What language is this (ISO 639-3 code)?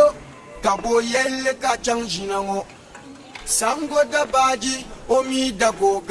dag